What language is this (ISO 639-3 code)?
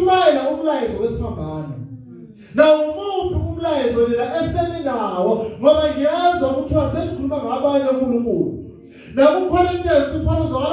zul